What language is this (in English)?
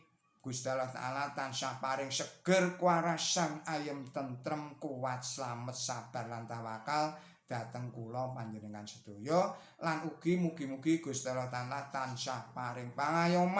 Javanese